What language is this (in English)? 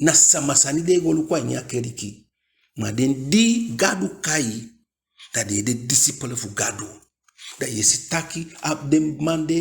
Eastern Maroon Creole